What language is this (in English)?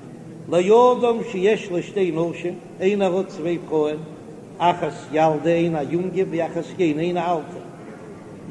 Yiddish